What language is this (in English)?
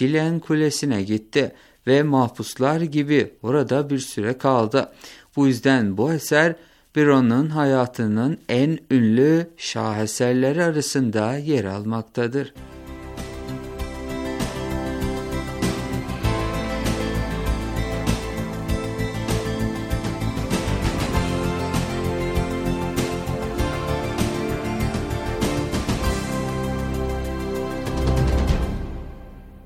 Turkish